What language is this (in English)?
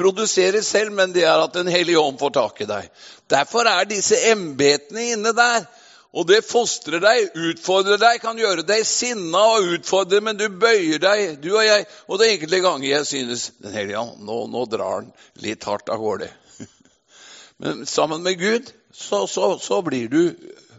Norwegian